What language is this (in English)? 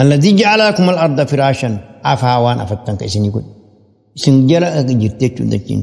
Oromo